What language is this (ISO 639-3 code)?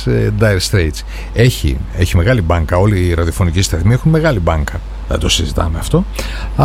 ell